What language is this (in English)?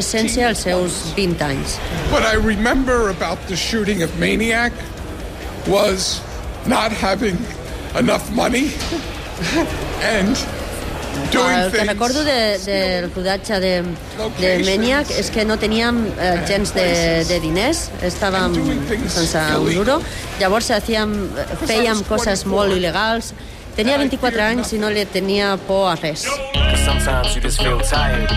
Catalan